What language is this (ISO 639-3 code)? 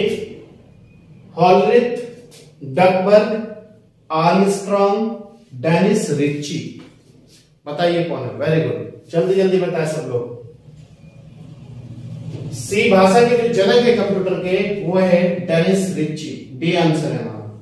hin